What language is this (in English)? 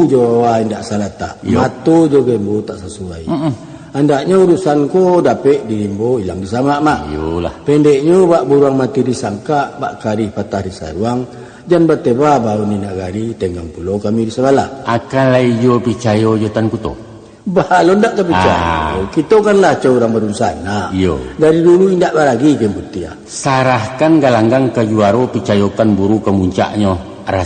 Minangkabau